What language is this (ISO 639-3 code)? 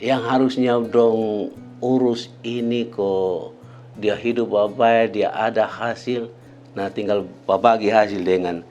mkn